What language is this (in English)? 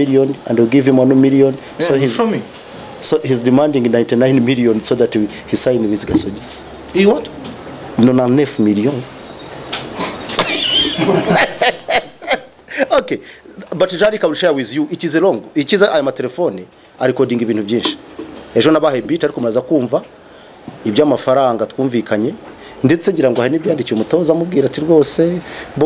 Kinyarwanda